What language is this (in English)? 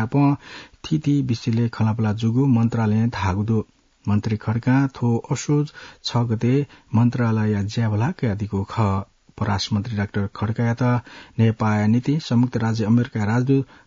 Newari